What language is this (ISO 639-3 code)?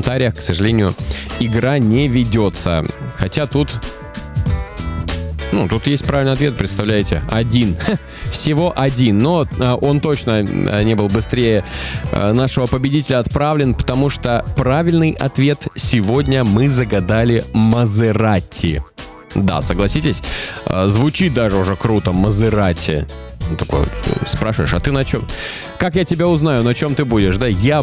rus